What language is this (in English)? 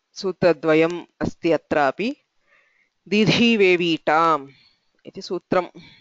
Sanskrit